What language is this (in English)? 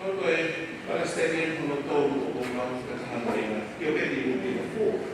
Tongan